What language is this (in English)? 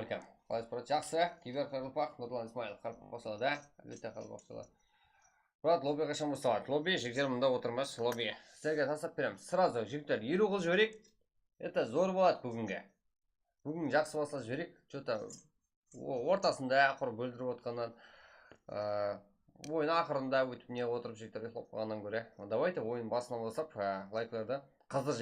Kara-Kalpak